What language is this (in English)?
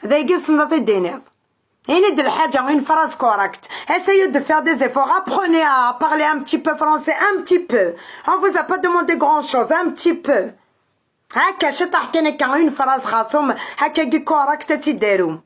Kabyle